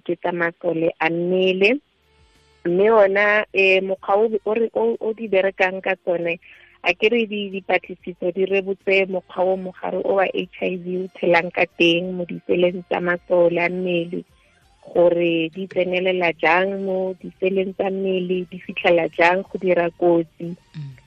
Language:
Tswana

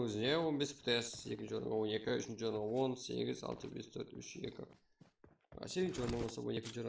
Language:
Kara-Kalpak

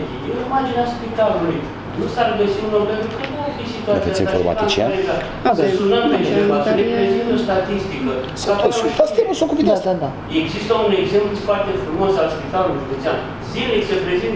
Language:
Romanian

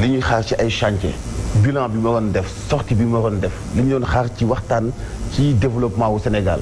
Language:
Wolof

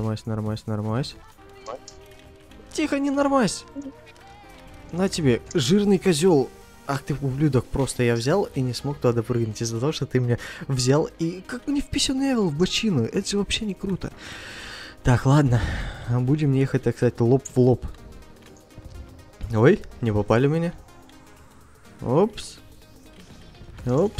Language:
Russian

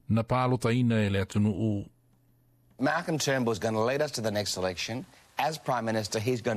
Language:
Samoan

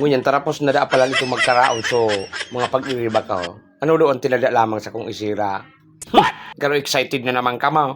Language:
Bikol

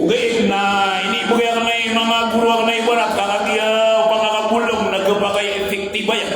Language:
Maranao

